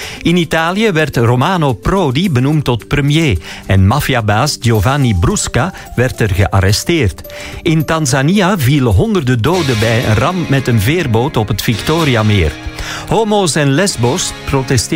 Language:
Dutch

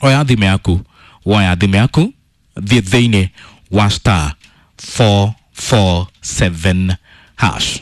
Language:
Kikuyu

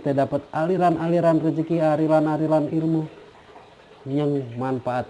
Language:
Betawi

